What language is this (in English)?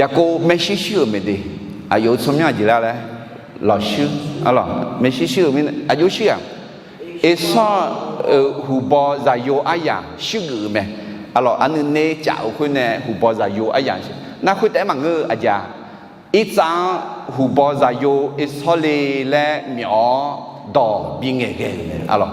Akha